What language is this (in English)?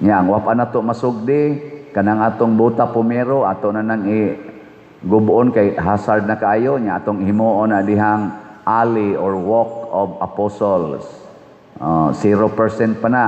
Cebuano